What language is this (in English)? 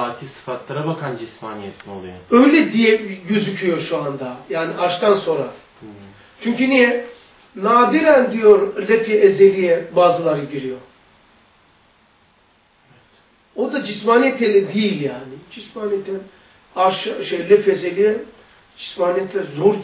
Turkish